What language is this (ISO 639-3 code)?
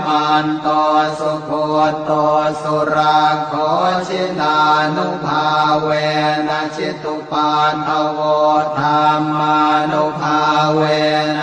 pli